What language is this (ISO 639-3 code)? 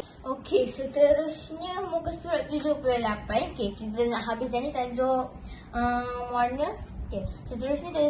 msa